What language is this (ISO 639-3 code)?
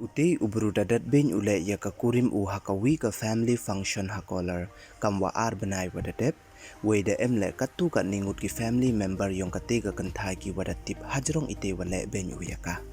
pbv